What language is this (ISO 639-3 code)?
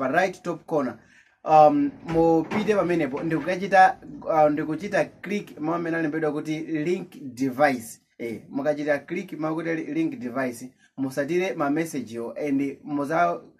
nya